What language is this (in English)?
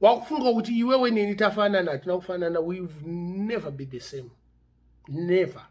Shona